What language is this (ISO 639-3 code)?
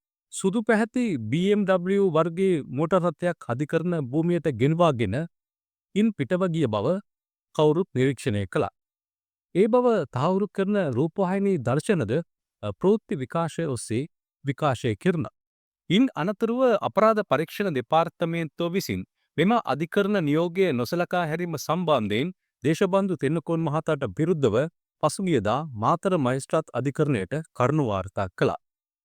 sin